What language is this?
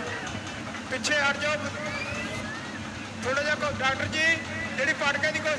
Punjabi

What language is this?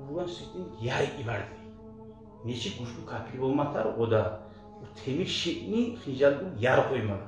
Kumyk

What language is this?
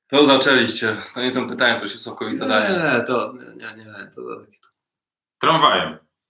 Polish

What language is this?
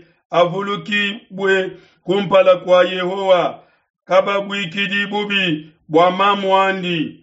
Luba-Lulua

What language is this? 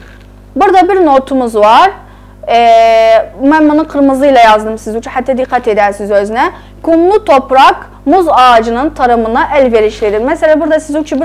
South Azerbaijani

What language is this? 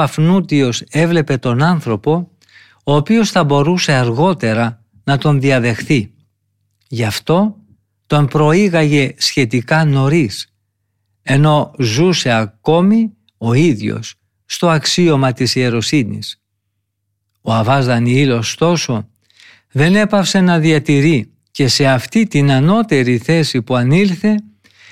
Greek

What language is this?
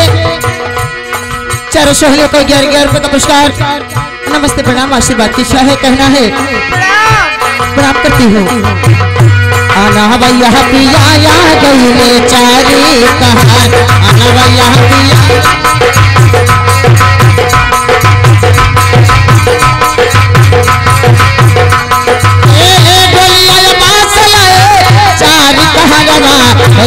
Bhojpuri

